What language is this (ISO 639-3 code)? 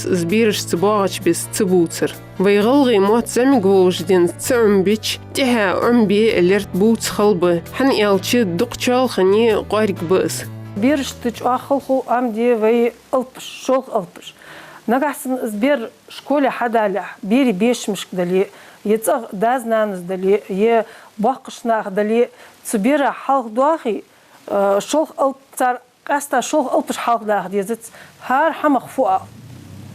inh